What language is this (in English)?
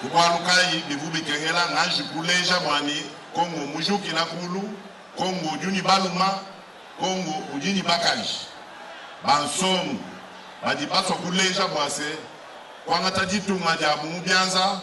Luba-Lulua